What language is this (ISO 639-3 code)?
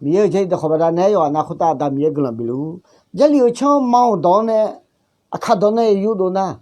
ahk